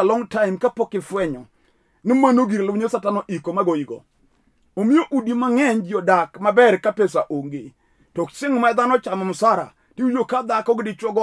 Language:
Luo (Kenya and Tanzania)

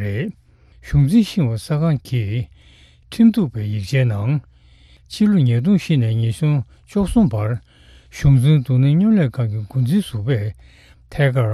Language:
Tibetan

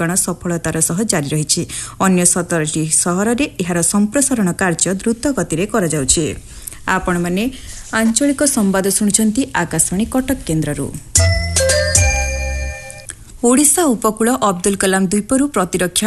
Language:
Odia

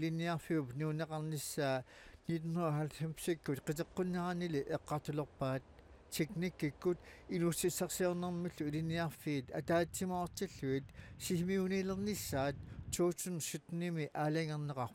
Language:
Kalaallisut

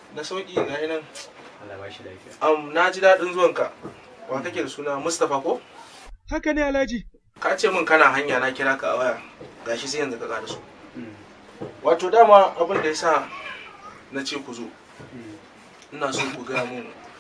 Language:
Hausa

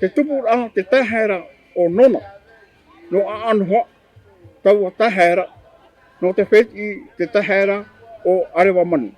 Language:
Tahitian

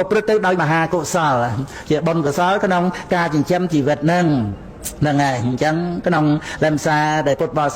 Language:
Khmer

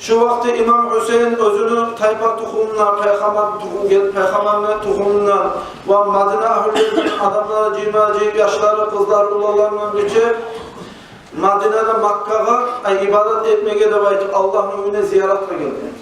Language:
Kumyk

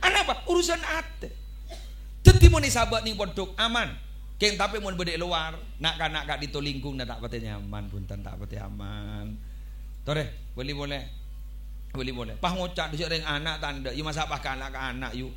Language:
Madurese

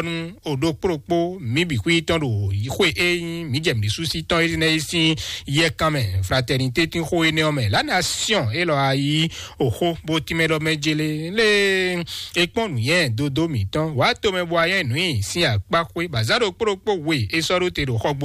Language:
Fon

